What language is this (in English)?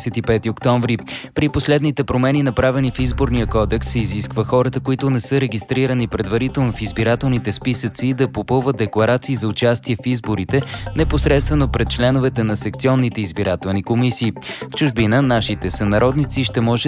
Bulgarian